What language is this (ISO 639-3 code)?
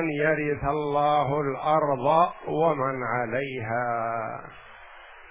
ara